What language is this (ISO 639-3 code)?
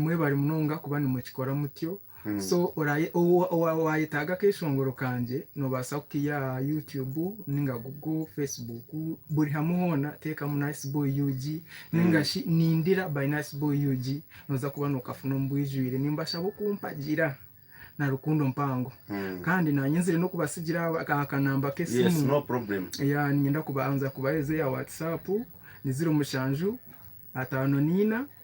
nyn